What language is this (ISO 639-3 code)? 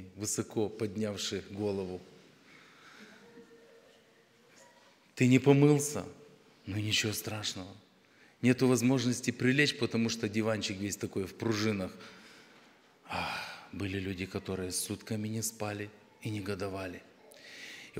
rus